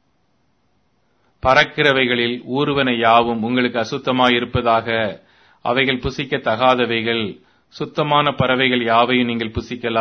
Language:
Tamil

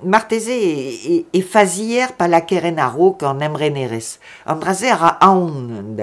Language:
Breton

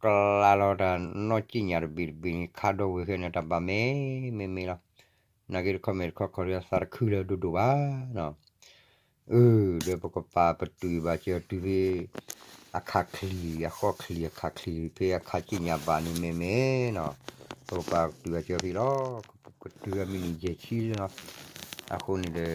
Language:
S'gaw Karen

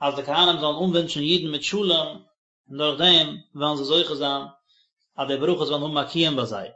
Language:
Yiddish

